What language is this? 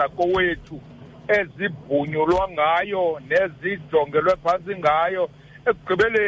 Xhosa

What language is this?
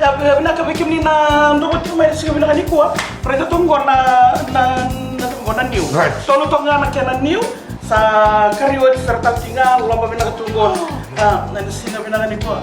Fijian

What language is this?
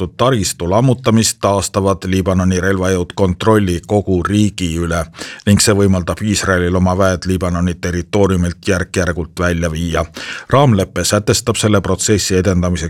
Estonian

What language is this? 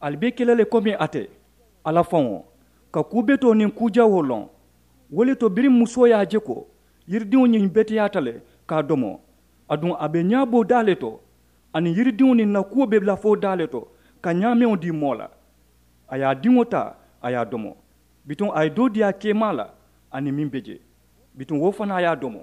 Mandingo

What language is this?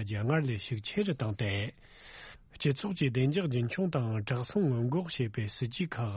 Tibetan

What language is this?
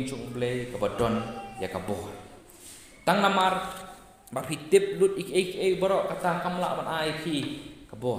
Khasi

